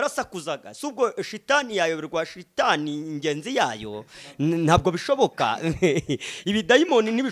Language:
Kinyarwanda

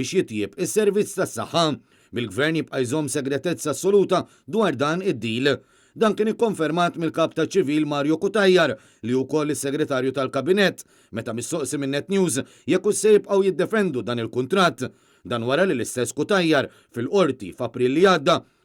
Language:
Maltese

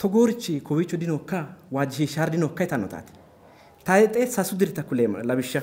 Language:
Sidamo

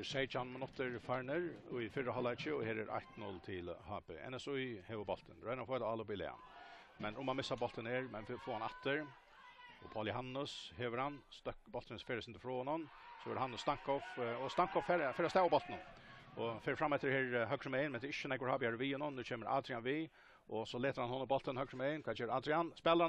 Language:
Faroese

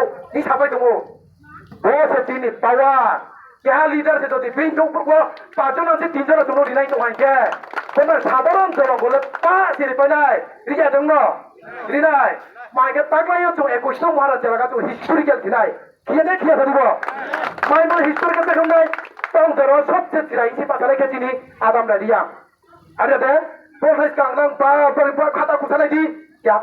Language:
Riang (India)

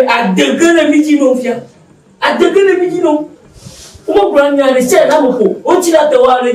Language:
Ewe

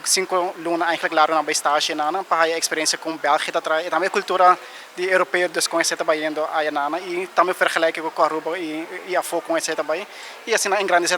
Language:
Papiamento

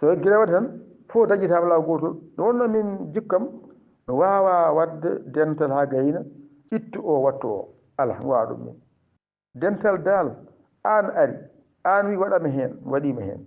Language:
Fula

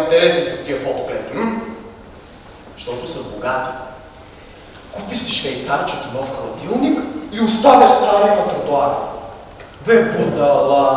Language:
Bulgarian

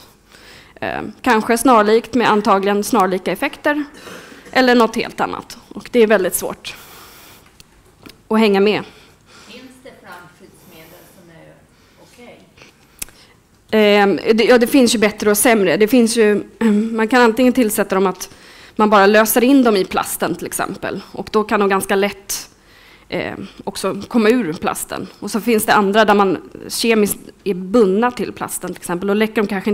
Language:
Swedish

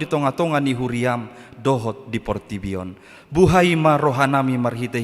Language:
Batak Toba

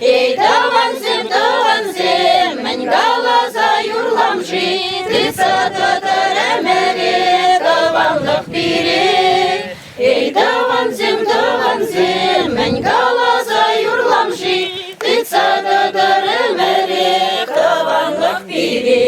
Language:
Chuvash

